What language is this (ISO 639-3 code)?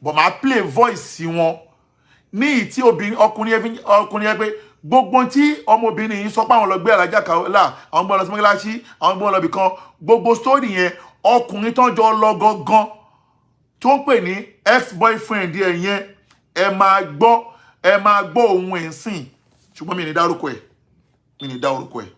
yor